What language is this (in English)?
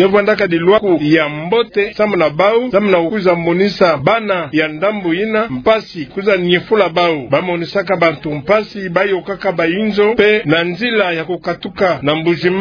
Kituba (Democratic Republic of Congo)